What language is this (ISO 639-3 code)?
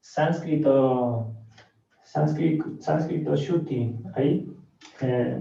qug